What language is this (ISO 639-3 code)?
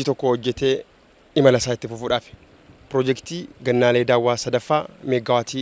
orm